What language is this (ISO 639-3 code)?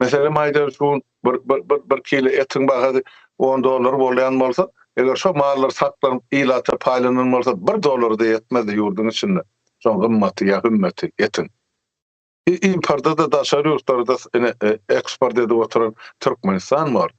tuk